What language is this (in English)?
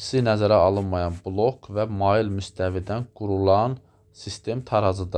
Azerbaijani